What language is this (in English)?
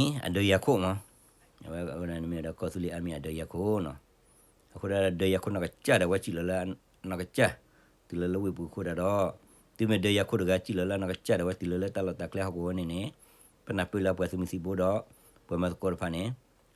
S'gaw Karen